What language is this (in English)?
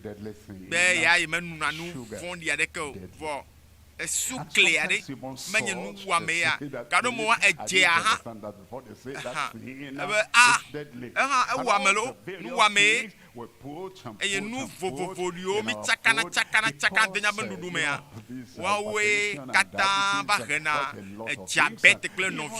Ewe